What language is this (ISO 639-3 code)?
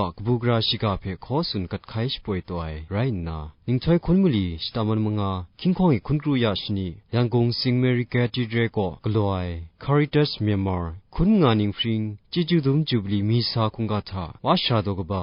kac